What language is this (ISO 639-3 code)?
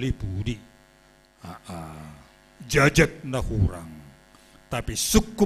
bts